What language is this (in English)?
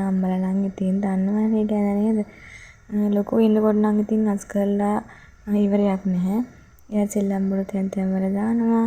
Sinhala